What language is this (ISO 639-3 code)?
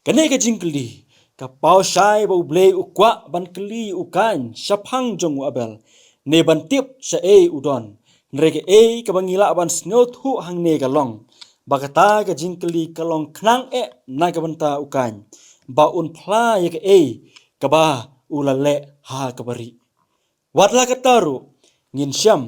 kha